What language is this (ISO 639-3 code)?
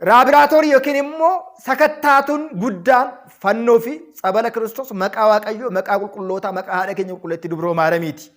orm